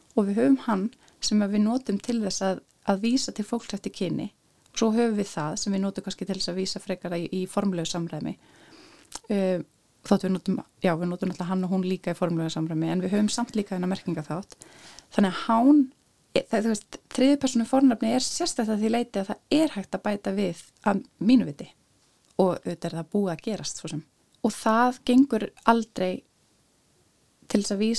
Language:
Icelandic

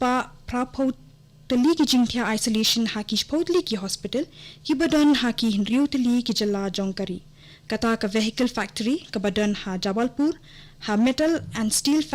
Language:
Khasi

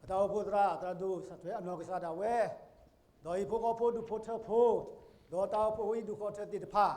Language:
S'gaw Karen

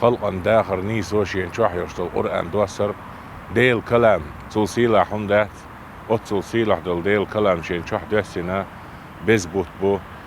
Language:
Chechen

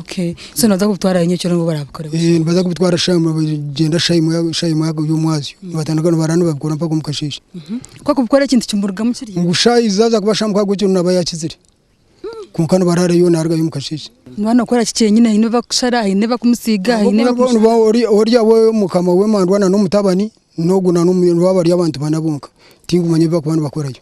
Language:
Nyankole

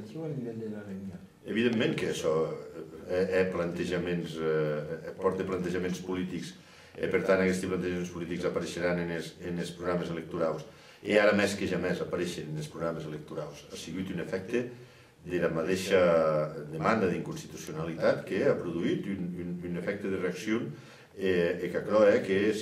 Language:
Occitan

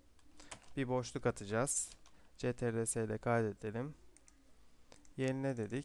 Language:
Turkish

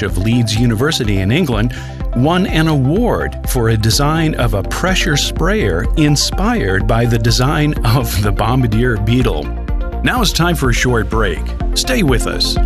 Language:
English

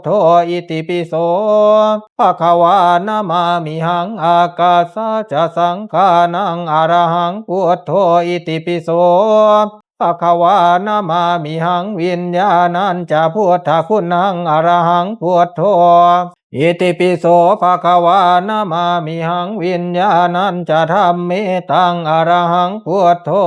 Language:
Pali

